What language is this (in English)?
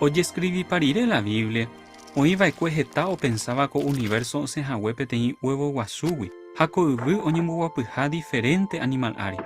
Guarani